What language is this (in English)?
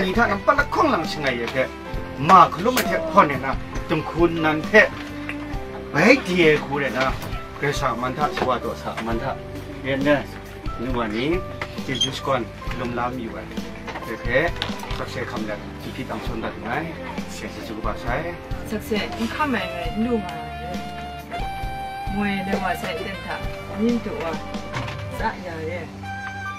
Thai